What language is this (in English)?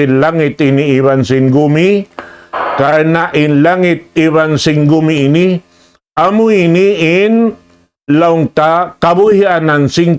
Tausug